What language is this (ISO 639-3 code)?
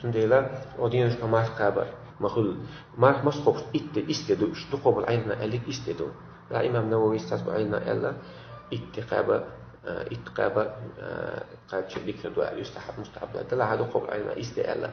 che